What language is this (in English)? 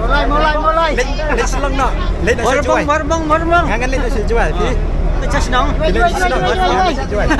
Khasi